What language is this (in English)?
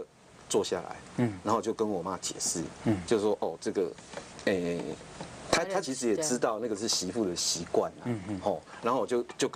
Chinese